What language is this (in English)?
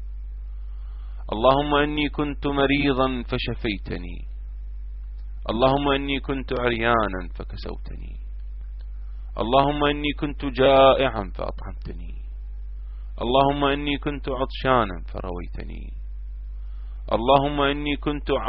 Arabic